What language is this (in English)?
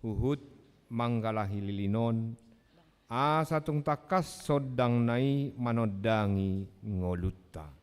Batak Toba